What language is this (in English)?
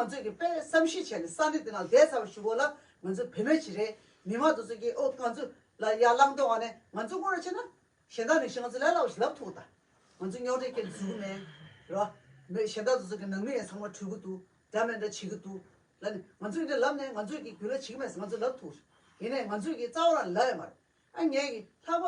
Tibetan